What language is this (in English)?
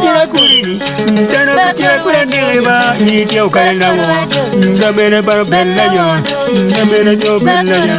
Acoli